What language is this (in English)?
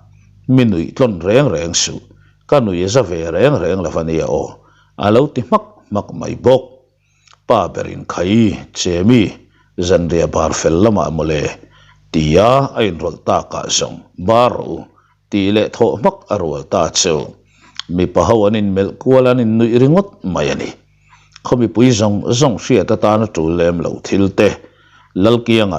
Mizo